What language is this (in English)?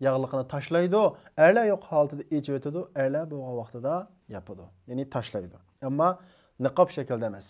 Uyghur